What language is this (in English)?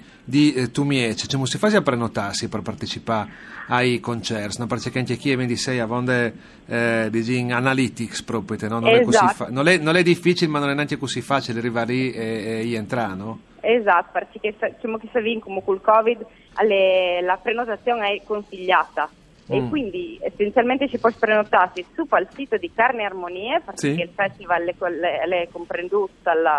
Friulian